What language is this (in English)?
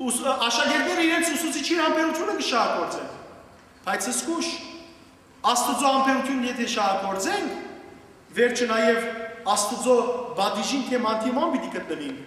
Western Armenian